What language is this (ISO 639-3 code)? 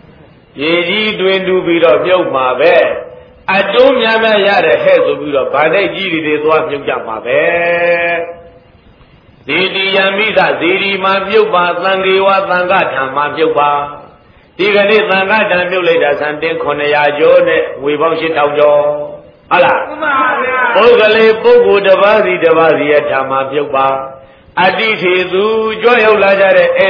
mya